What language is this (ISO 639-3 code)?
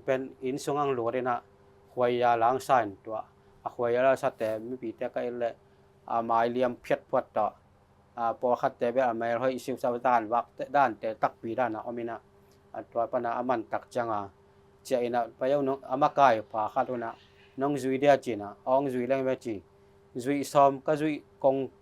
ctd